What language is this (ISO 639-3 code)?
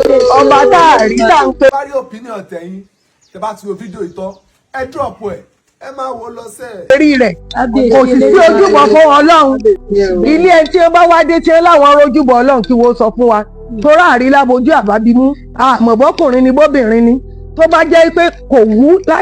yor